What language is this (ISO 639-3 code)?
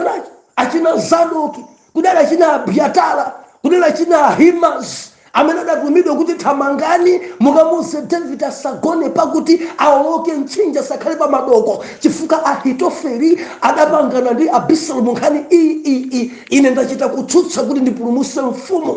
nya